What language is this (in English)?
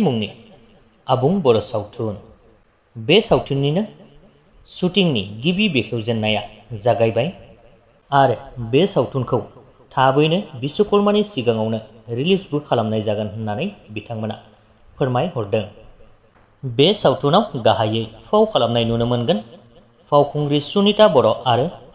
Bodo